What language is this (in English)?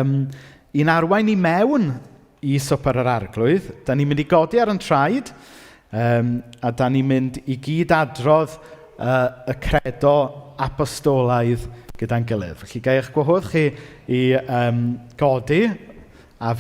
Welsh